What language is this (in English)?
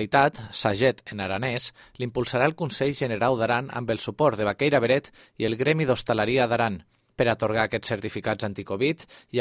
Catalan